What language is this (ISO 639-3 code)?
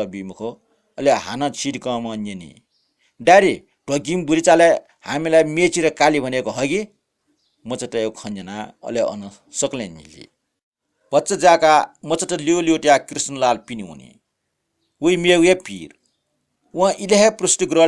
new